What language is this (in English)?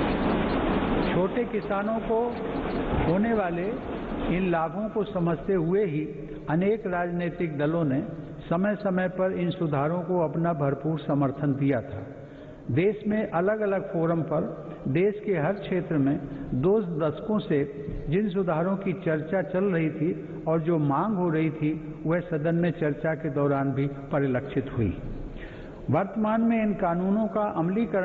Hindi